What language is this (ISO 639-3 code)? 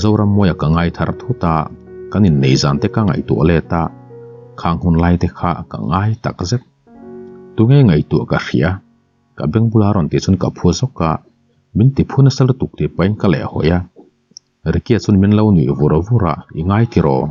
lus